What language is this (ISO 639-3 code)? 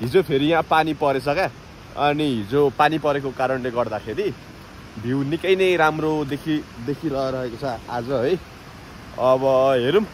nep